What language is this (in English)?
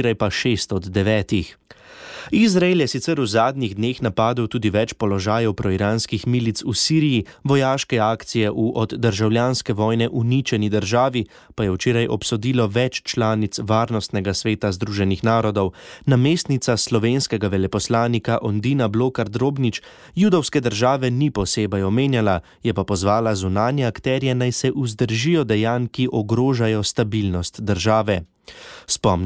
Slovenian